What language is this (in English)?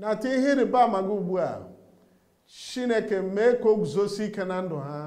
Igbo